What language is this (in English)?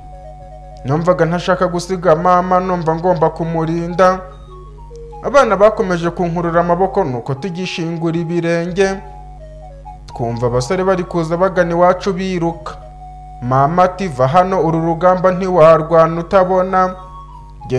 Kinyarwanda